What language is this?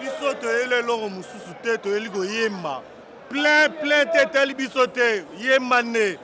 Lingala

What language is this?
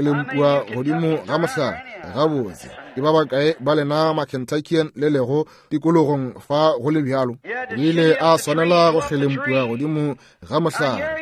Northern Sotho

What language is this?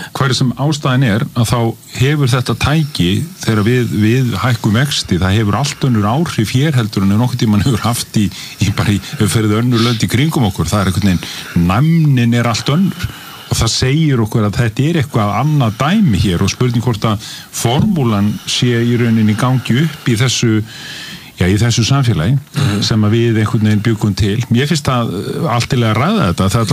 Icelandic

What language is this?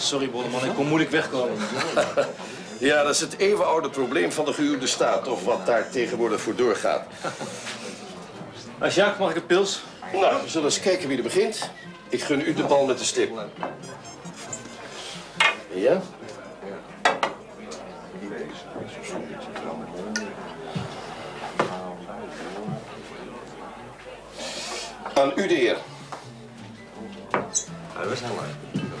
Dutch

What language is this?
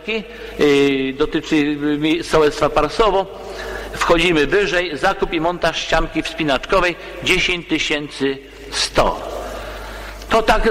Polish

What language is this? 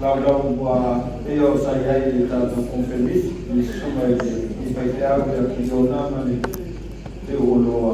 Samoan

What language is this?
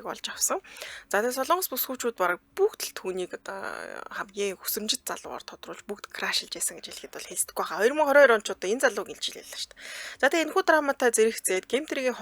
Mongolian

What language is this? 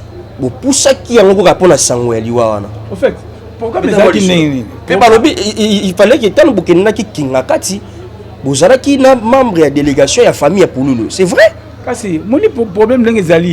Lingala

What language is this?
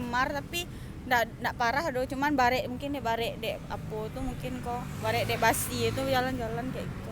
Minangkabau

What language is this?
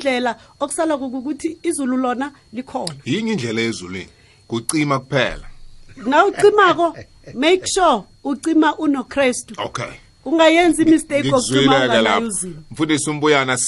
South Ndebele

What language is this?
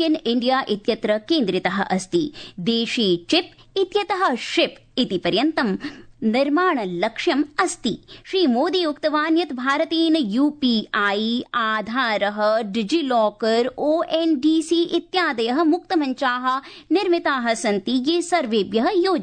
Sanskrit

